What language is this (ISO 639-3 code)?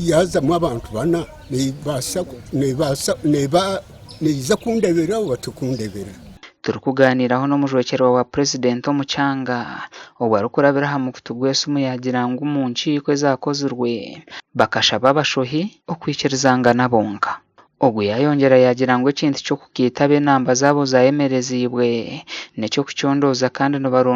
nyn